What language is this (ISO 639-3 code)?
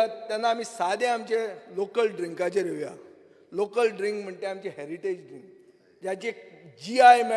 kok